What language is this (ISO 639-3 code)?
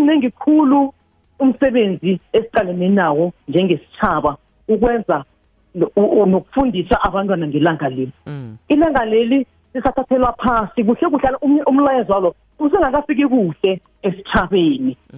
nbl